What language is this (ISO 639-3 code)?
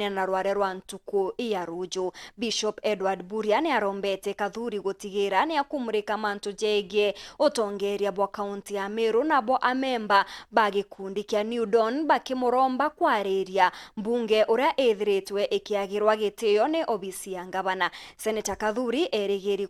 mer